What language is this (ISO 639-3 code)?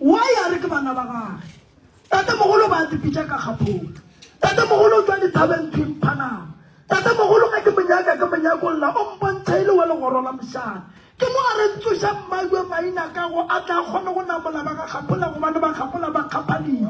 nso